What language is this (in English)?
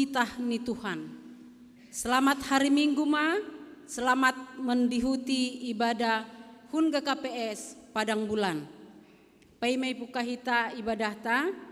Batak Simalungun